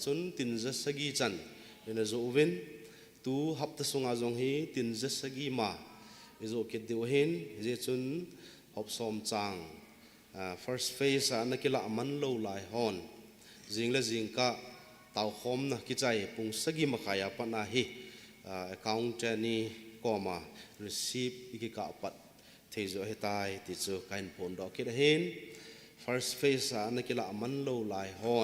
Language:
Thado Chin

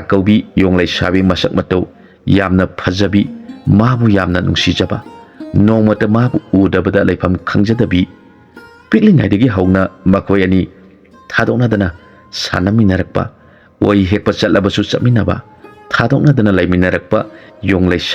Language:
Manipuri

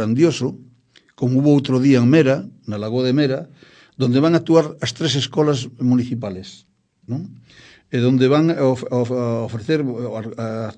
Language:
Galician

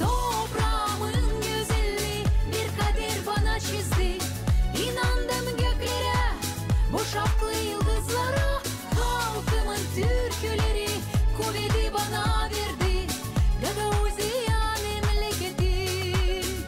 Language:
Gagauz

